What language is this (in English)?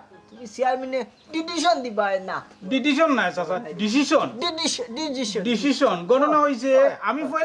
Sylheti